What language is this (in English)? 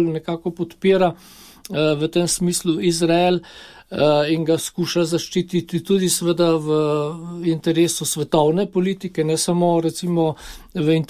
Slovenian